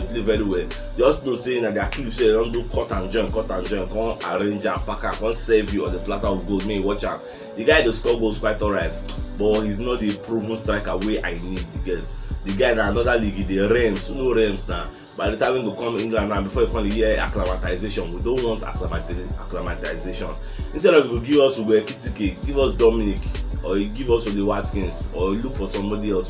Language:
Nigerian Pidgin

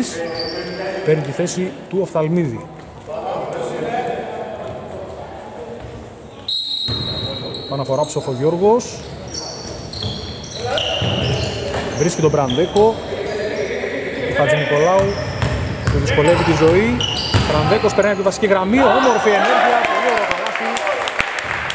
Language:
Greek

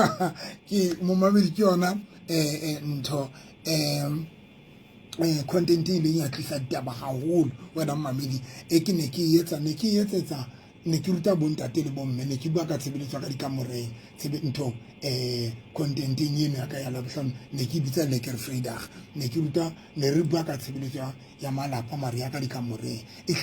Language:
Southern Sotho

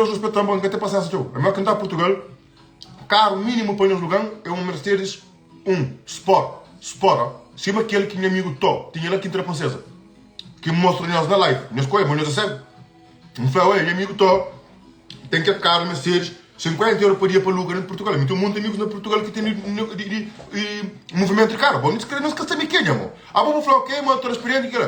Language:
Kabuverdianu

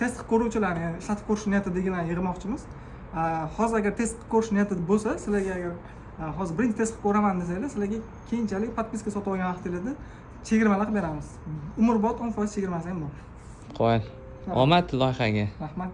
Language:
Uzbek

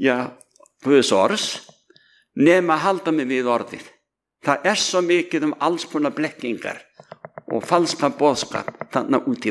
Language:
Icelandic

